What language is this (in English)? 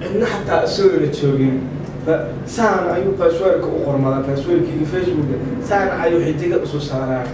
Somali